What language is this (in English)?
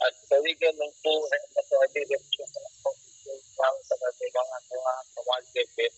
Santali